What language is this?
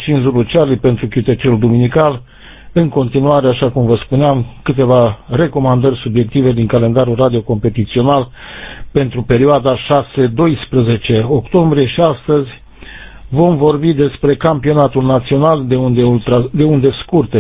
Romanian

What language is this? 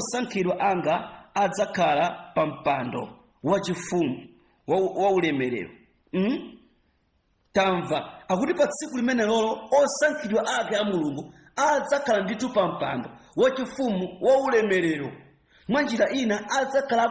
Nyanja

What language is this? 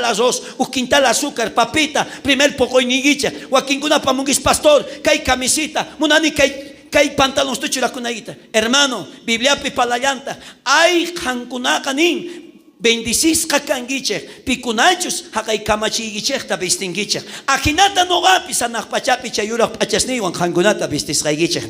South Bolivian Quechua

